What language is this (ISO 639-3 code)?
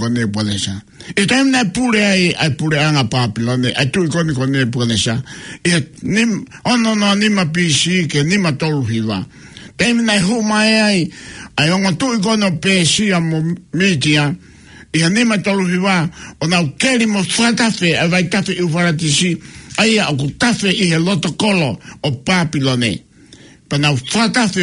ton